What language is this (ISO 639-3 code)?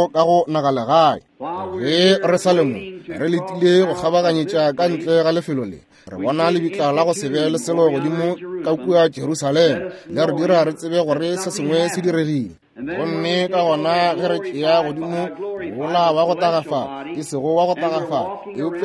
nso